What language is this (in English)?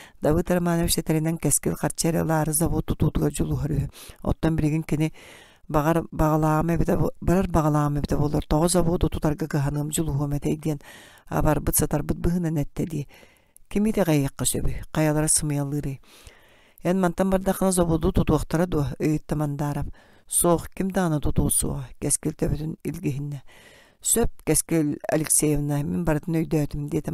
Yakut